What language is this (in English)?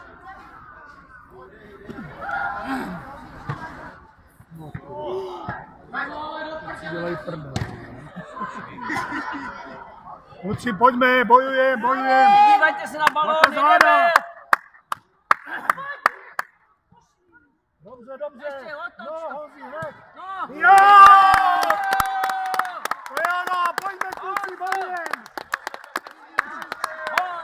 Czech